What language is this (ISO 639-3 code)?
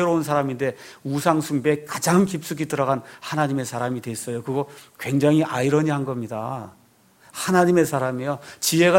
kor